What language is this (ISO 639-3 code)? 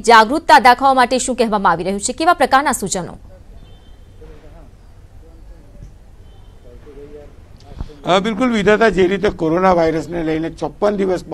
guj